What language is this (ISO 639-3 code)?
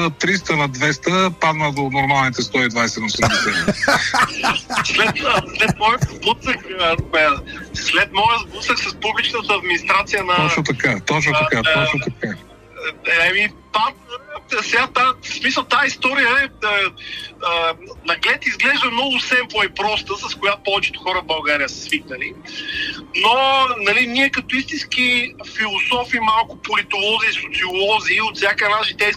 bul